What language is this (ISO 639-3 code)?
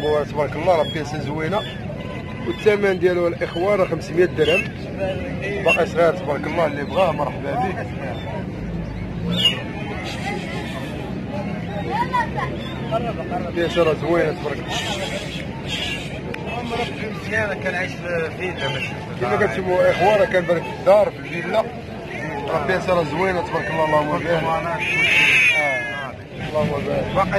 ary